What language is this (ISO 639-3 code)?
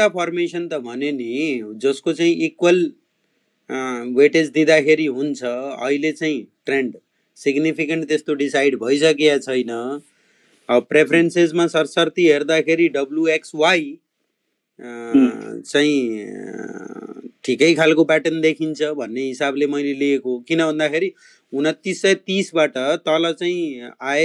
nep